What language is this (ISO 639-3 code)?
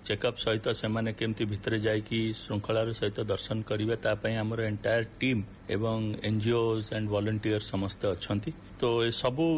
ori